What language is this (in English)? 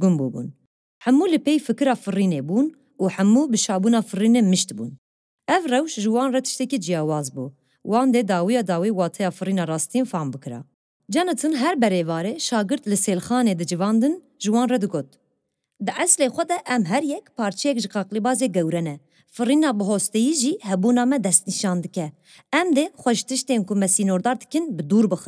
Kurdish